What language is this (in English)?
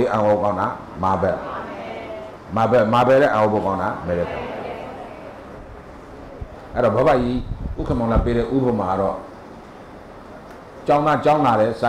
Burmese